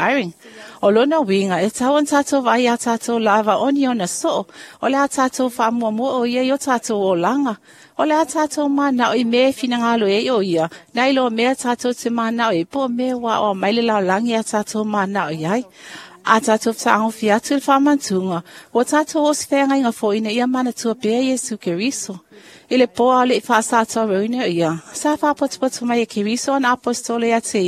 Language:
Samoan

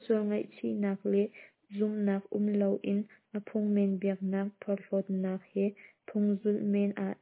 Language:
Hakha Chin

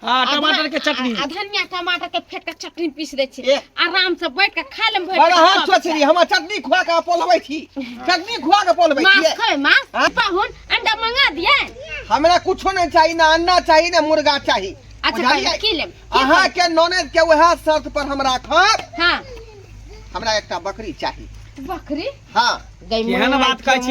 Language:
Maithili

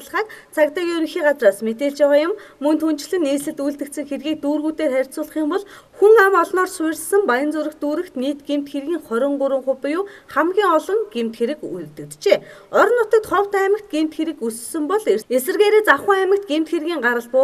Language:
Mongolian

